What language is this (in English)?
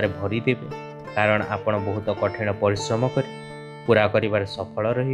Odia